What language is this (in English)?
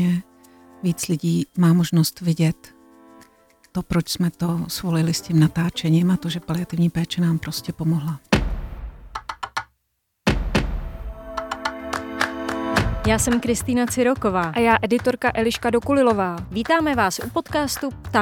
Czech